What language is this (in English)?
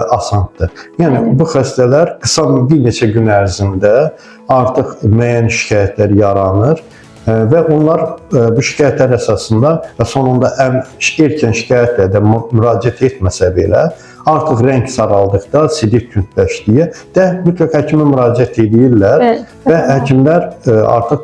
Azerbaijani